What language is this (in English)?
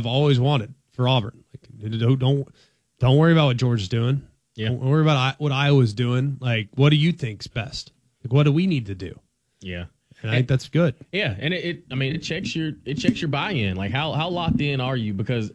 English